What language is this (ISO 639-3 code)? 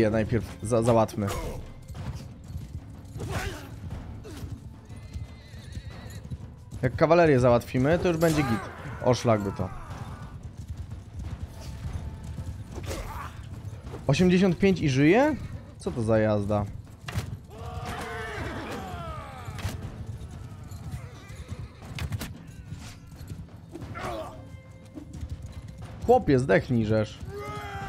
pol